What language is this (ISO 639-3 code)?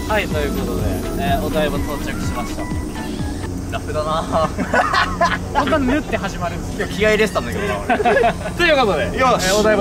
jpn